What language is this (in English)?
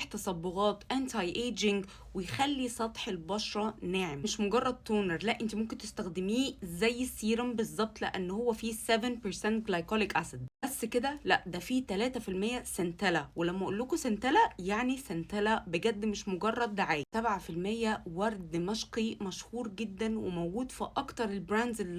Egyptian Arabic